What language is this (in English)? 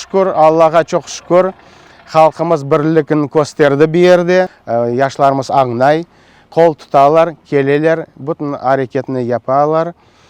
Crimean Tatar